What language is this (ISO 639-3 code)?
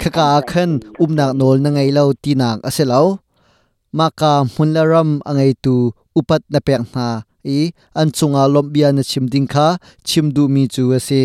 cnh